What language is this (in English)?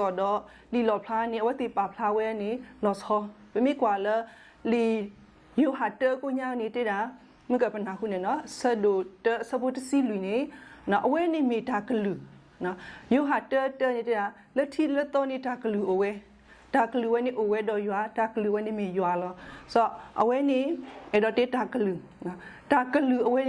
S'gaw Karen